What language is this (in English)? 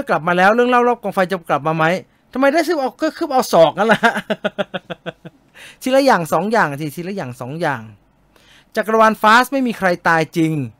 Thai